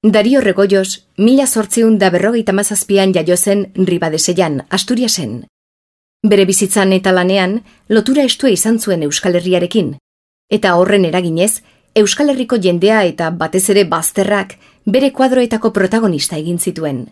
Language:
Basque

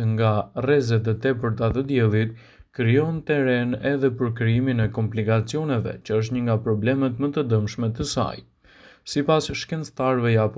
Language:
Albanian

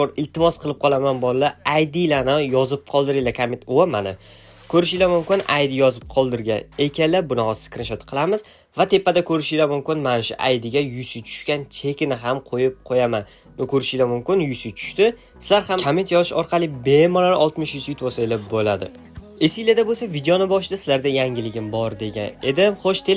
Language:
Uzbek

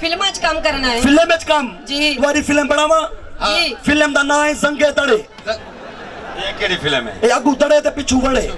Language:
Saraiki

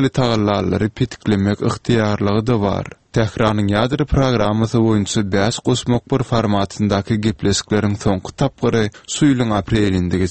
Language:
Turkmen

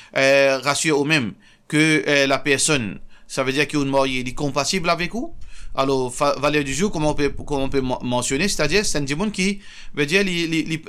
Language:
Morisyen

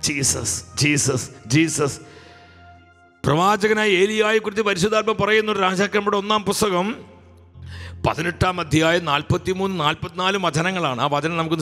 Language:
Malayalam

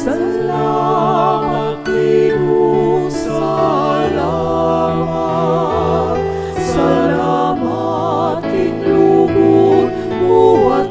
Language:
Pampanga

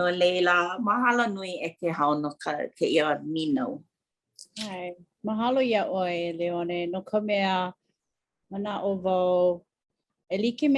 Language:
Hawaiian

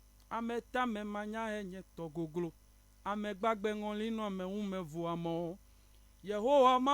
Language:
Ewe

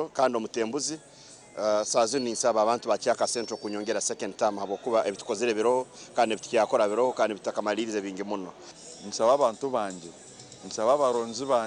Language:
Nyankole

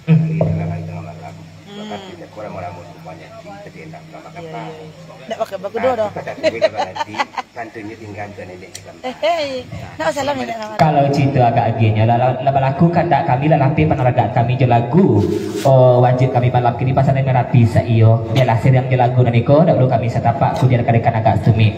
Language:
Minangkabau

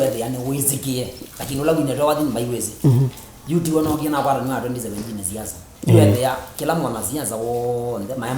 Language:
Kamba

